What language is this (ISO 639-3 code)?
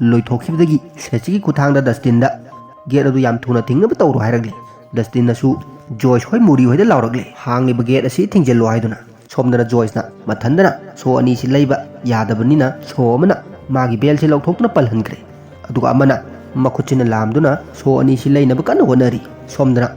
mni